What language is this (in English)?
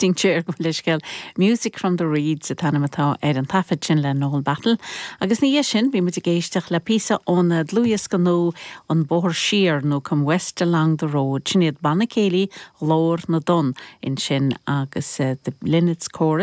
Irish